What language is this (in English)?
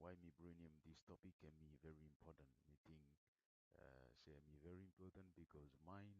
Bislama